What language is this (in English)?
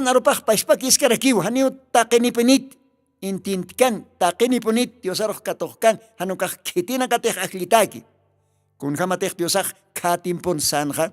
Aymara